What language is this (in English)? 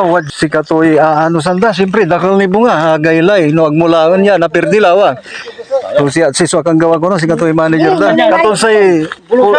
Pangasinan